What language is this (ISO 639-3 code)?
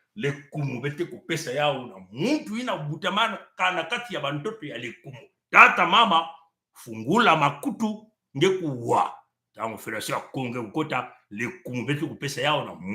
mkw